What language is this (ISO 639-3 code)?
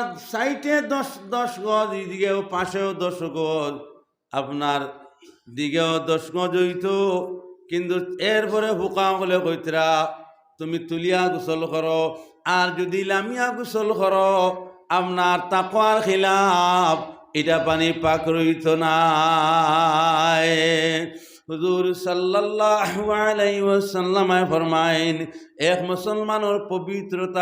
syl